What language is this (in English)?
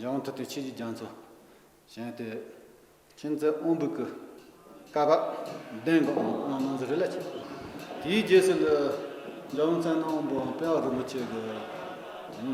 Tibetan